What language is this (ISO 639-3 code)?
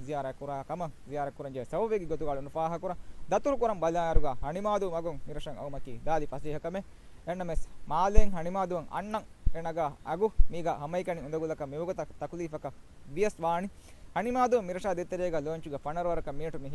div